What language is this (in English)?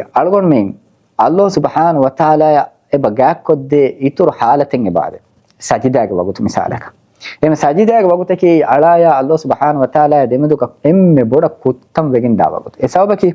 Divehi